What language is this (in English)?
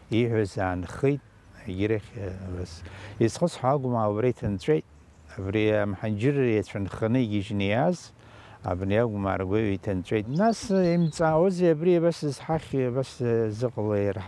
Abkhazian